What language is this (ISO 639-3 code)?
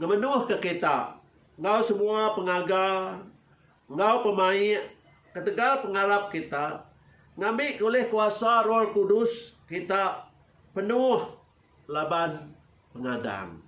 iba